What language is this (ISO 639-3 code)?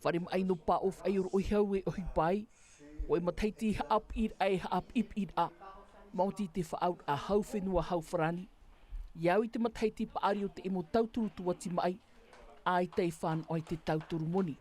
tah